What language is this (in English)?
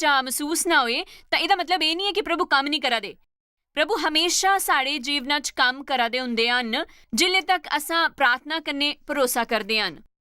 Dogri